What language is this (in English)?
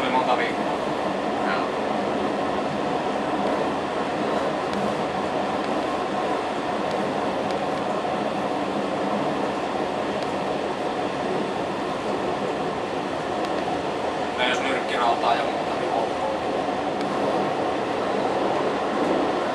Finnish